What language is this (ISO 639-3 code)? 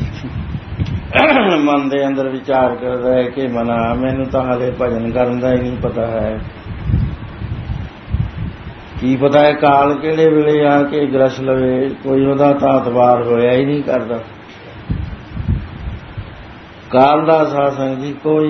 pan